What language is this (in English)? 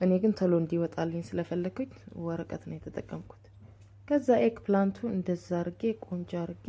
Amharic